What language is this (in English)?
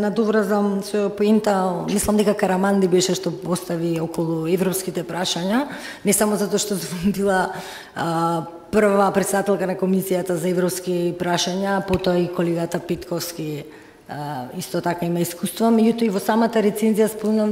Macedonian